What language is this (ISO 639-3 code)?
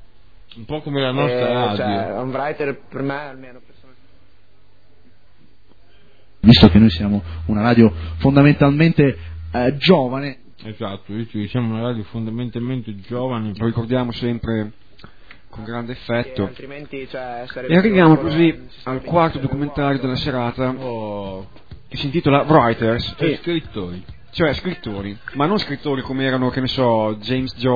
ita